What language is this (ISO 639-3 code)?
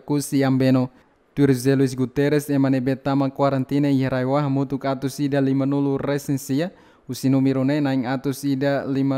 tet